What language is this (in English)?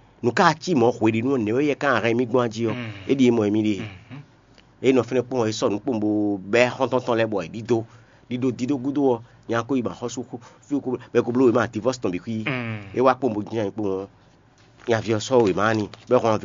Fon